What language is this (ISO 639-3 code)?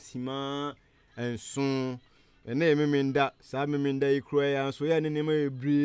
aka